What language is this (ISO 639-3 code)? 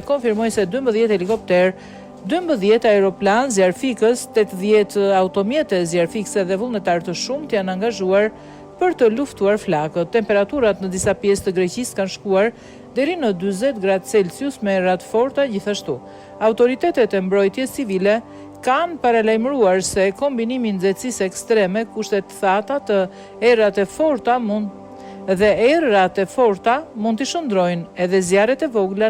sqi